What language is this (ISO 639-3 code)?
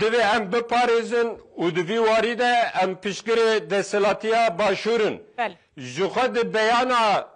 kur